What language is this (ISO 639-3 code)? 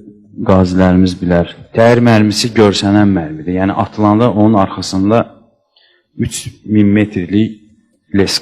aze